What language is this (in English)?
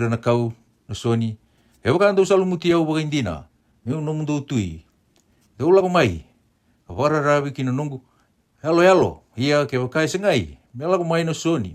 Fijian